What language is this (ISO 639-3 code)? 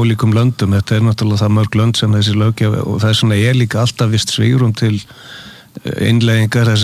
isl